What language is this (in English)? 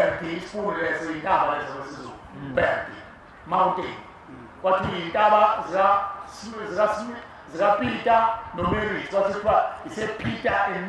Zulu